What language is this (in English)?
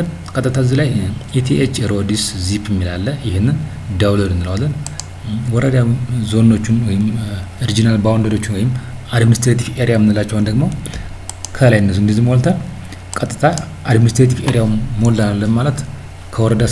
Amharic